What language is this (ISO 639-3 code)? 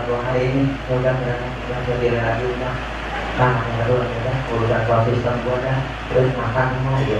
bew